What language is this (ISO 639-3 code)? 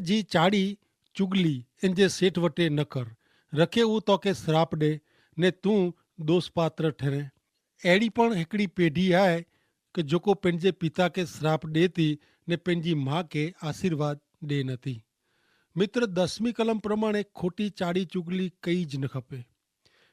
kfr